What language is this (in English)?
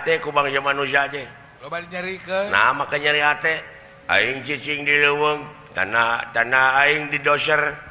Sundanese